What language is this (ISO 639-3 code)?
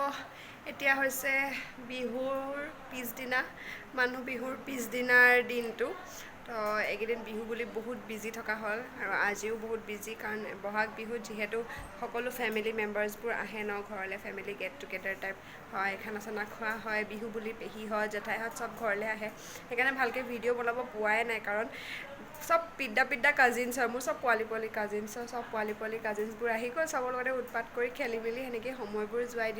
asm